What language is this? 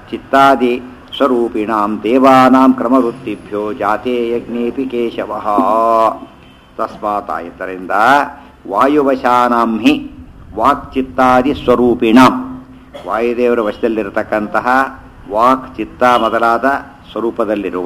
Kannada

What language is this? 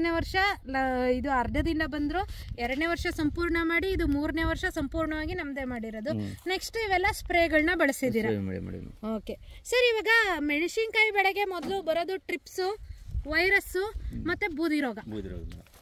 Kannada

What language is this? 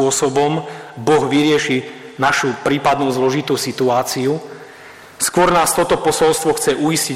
Slovak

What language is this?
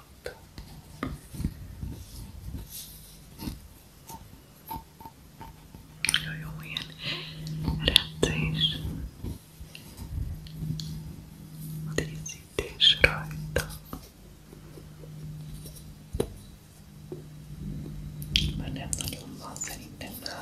Hungarian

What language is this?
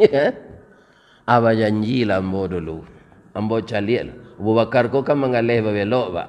Minangkabau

